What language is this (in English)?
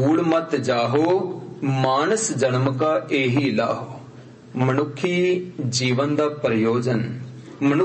Punjabi